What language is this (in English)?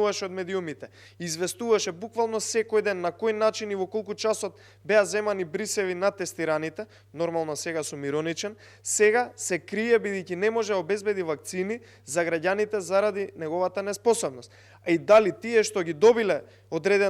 Macedonian